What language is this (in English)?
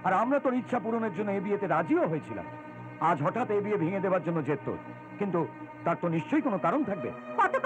Bangla